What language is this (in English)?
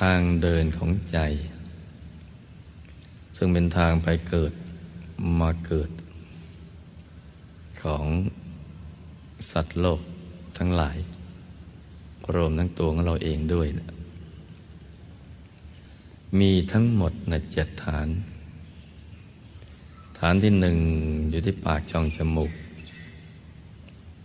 Thai